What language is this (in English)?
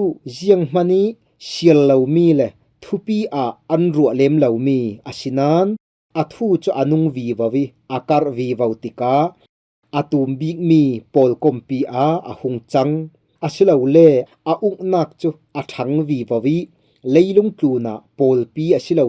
Falam Chin